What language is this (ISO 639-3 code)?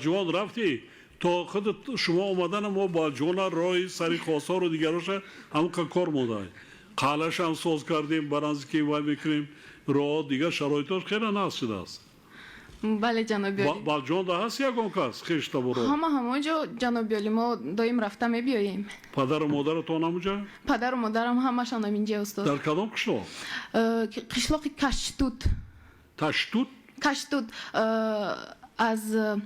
tgk